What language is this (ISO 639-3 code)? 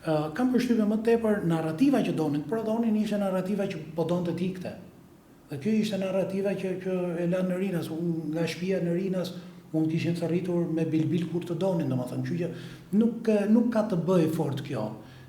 sqi